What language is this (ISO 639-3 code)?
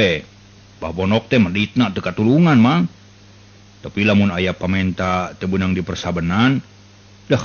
sun